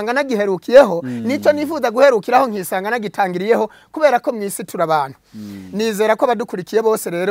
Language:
Kinyarwanda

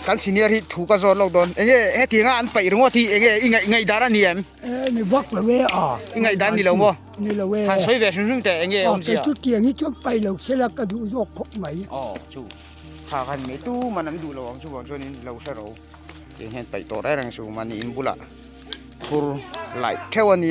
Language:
Mizo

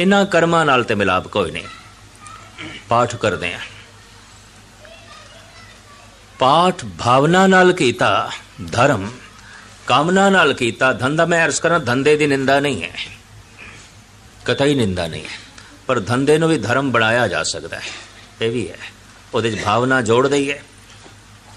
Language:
Punjabi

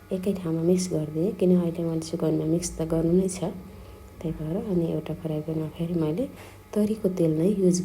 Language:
Nepali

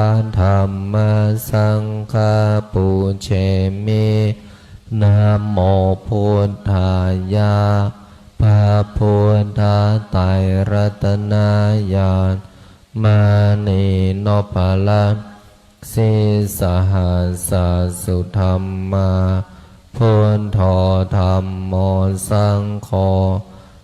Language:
Pali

